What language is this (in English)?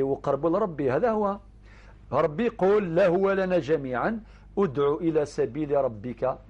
Algerian Arabic